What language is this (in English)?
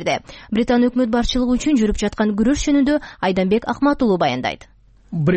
Kyrgyz